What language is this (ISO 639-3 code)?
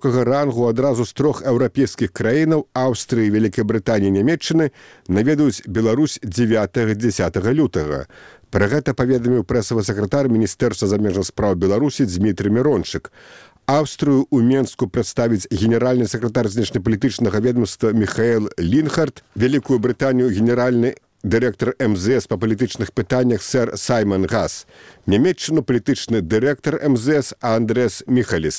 bel